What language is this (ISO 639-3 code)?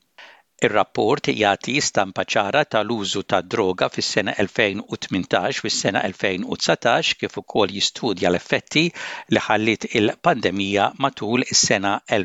mlt